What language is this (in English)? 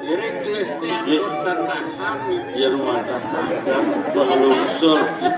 Balinese